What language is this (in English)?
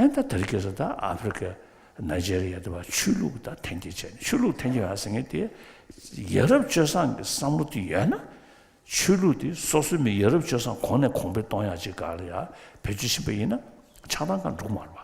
Tibetan